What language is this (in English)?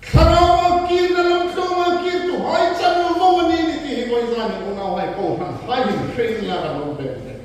Hmar